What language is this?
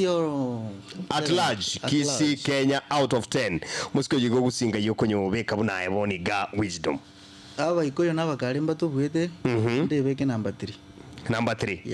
Gusii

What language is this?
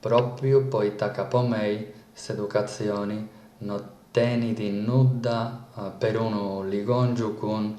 Sardinian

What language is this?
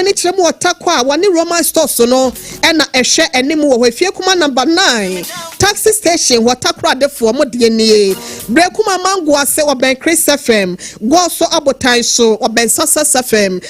Akan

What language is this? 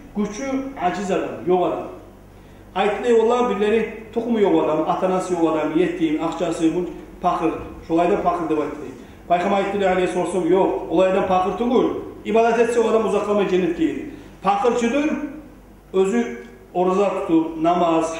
Kumyk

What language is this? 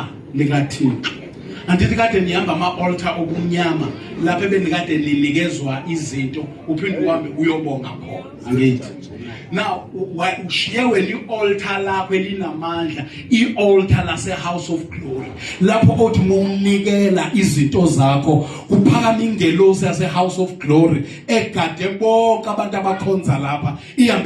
Zulu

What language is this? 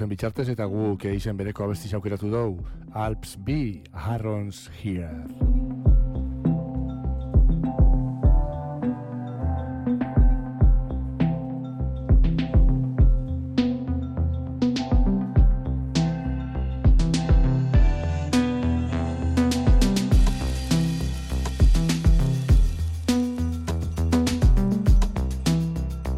Basque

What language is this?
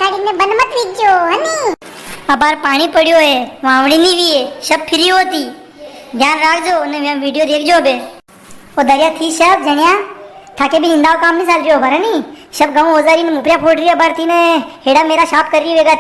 Rajasthani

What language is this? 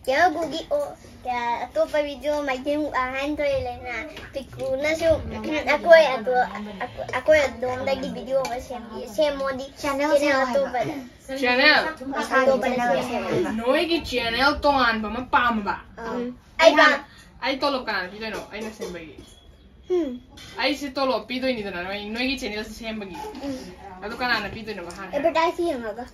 Manipuri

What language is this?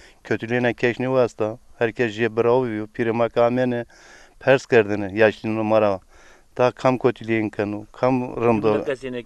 Zaza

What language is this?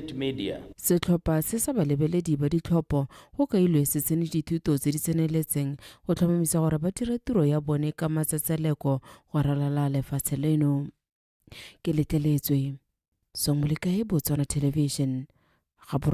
Tswana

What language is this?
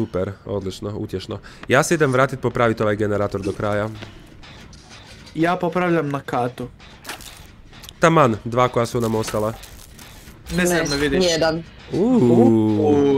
Croatian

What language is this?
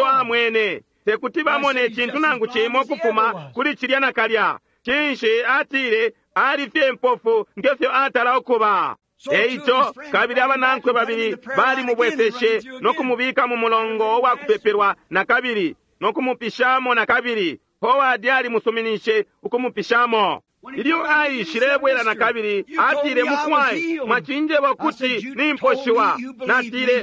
Bemba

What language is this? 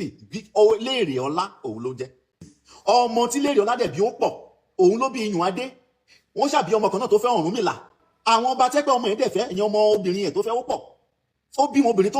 Yoruba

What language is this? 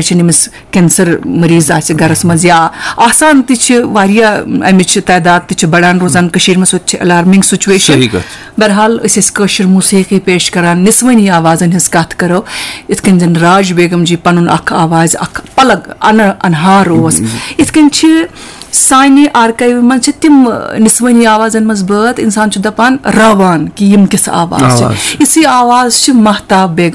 Kashmiri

